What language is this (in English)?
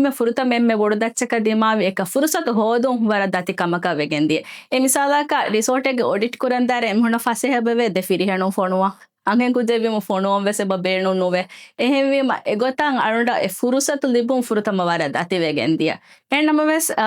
Divehi